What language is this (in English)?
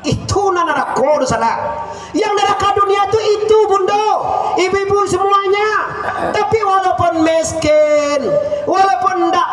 Minangkabau